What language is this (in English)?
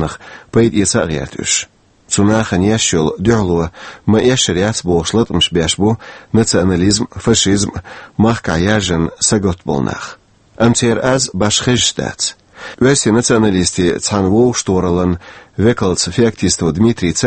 Chechen